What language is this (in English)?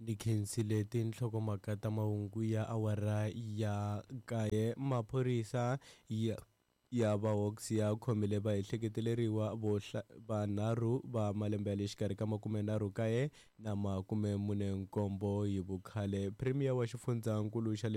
Tsonga